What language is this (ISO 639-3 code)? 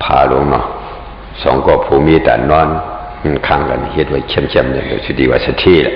shn